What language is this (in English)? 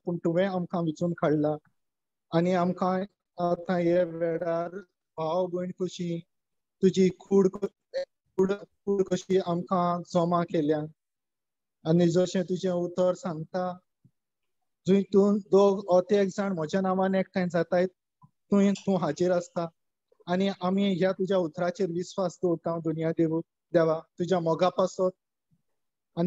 Konkani